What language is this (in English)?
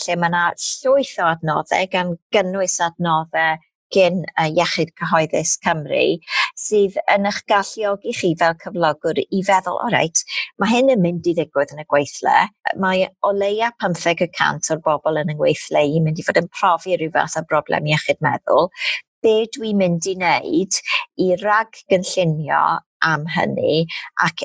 Welsh